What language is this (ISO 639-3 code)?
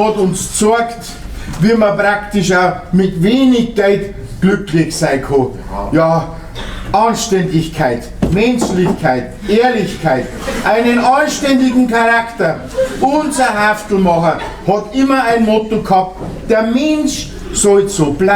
bar